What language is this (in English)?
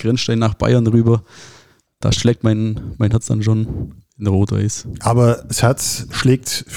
German